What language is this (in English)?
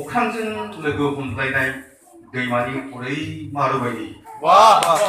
Bodo